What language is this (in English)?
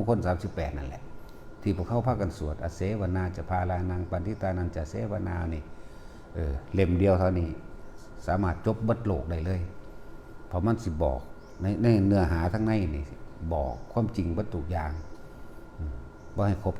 Northeastern Thai